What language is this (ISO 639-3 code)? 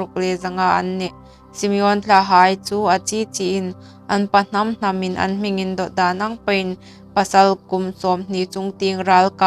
hmr